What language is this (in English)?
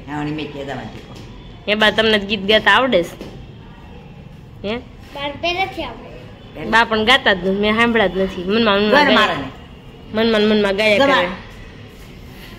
Gujarati